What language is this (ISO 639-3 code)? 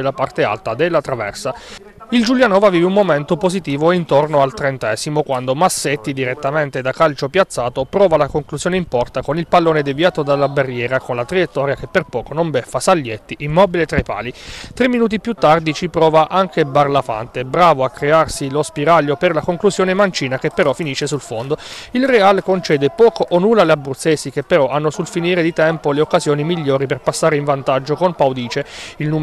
ita